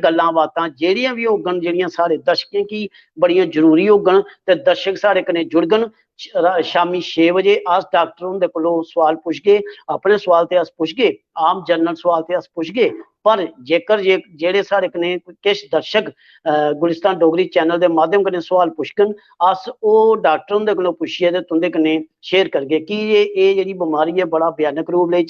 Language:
Dogri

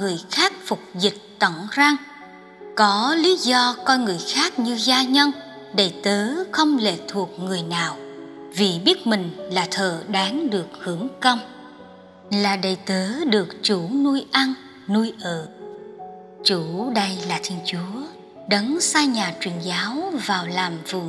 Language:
Vietnamese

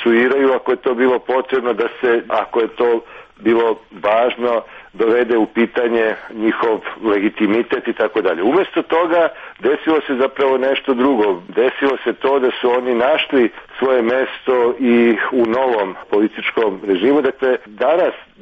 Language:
Serbian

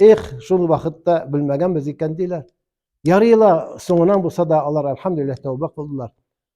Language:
Tatar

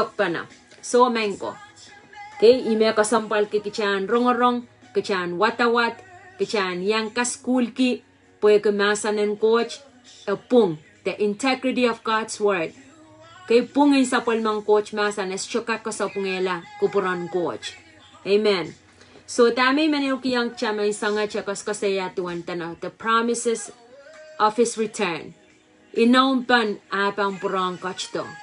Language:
Pohnpeian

